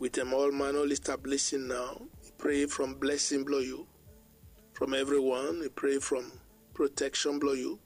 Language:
Bislama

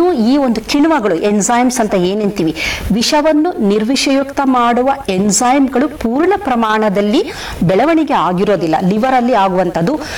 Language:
Kannada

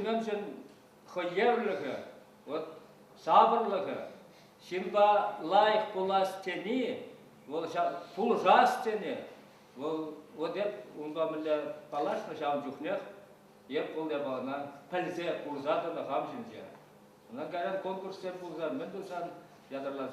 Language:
Chuvash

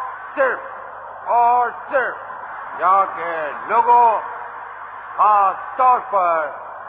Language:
Urdu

